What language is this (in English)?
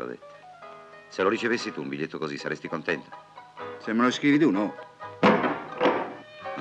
Italian